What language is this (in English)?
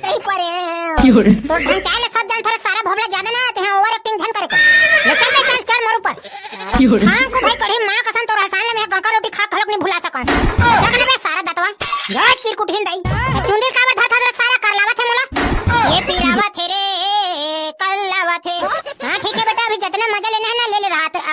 Chhattisgarhi